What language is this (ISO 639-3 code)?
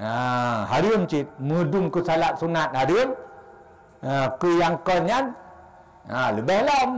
ace